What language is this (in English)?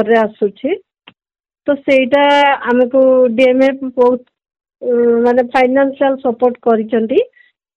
Odia